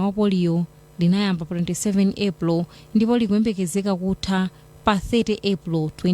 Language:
Nyanja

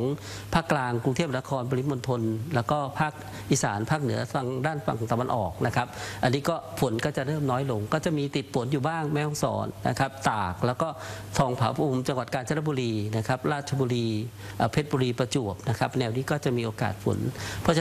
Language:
Thai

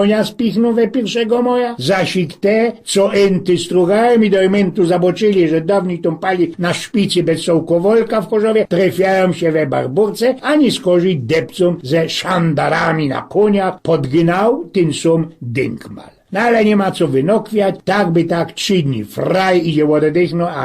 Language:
Silesian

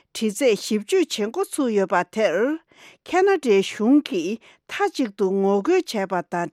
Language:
Tibetan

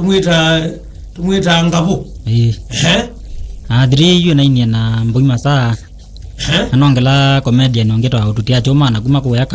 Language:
Kamba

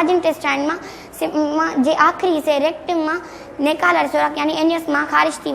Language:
Sindhi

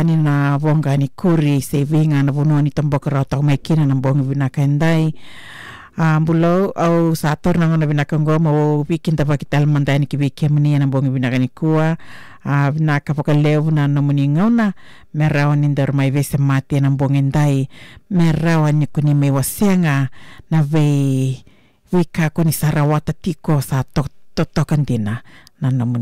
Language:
Fijian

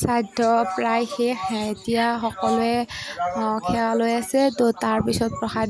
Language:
Assamese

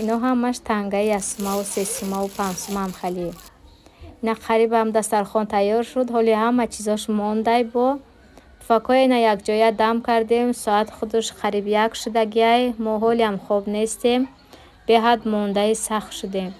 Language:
Tajik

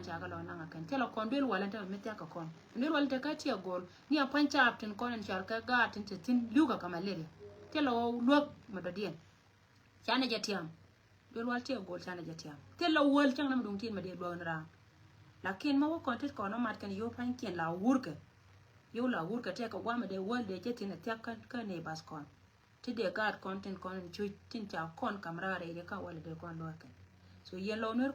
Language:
Nuer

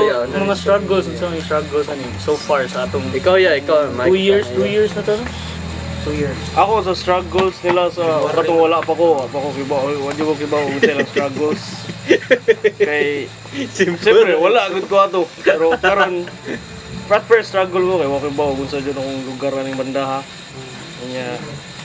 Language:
Cebuano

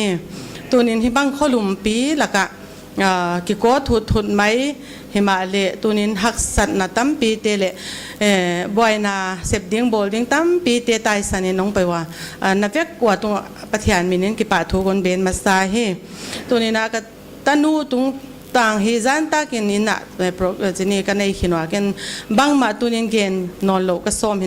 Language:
Paite Chin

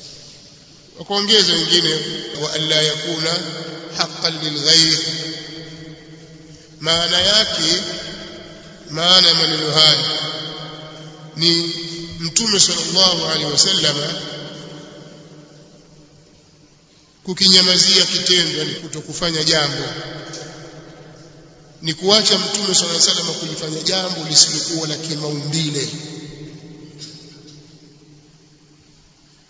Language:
Swahili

